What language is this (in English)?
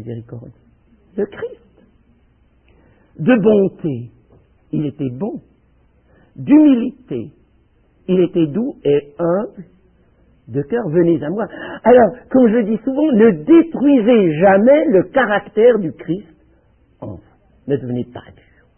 French